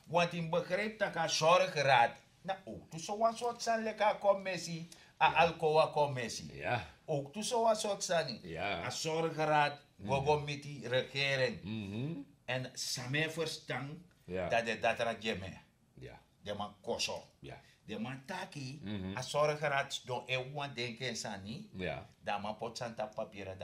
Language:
Sranan Tongo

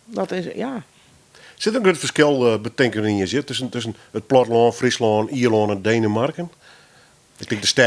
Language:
Western Frisian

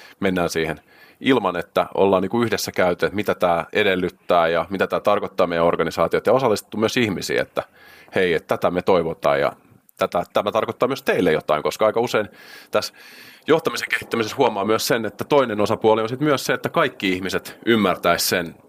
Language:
Finnish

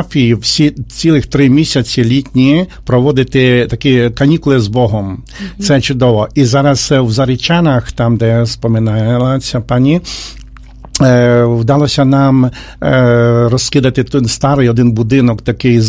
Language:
Ukrainian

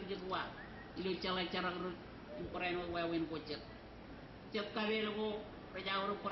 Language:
Marshallese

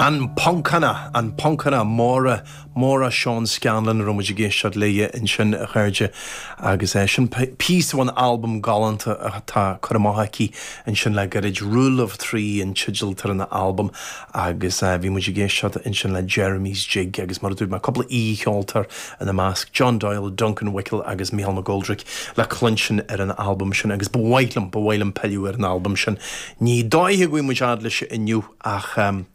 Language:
Irish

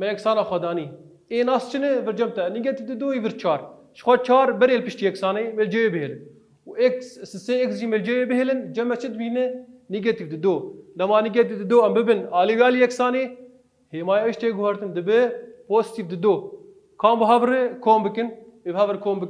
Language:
Kurdish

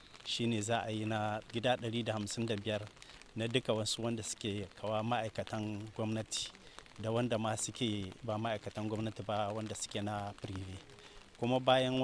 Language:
Hausa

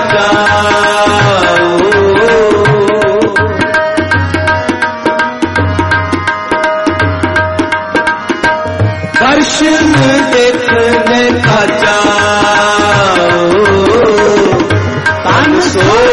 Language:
Hindi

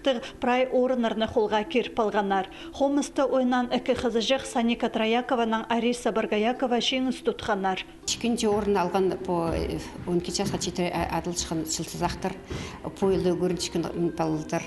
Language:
Khakas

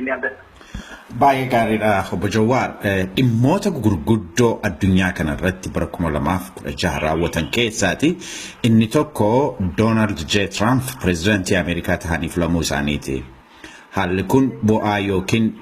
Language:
Oromo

